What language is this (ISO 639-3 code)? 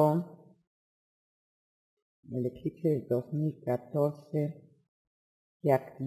spa